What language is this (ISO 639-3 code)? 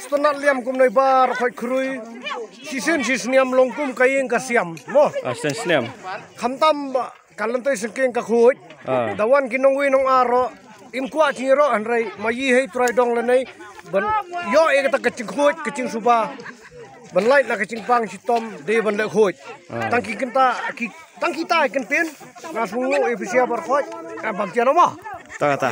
kha